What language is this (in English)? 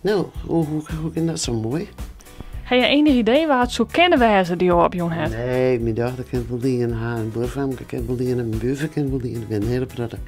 Western Frisian